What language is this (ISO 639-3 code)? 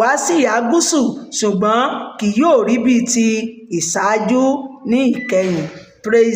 yor